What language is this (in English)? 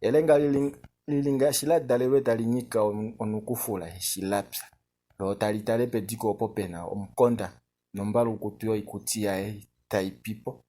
Kuanyama